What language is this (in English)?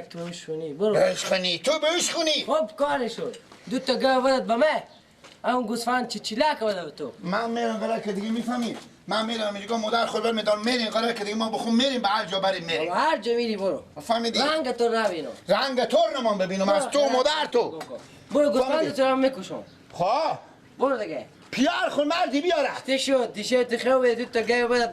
Persian